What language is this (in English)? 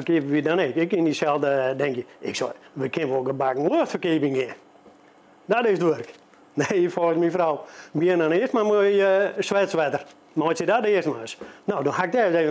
Western Frisian